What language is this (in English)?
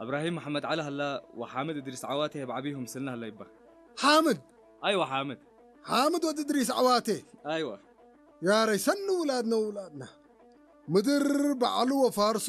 Tigrinya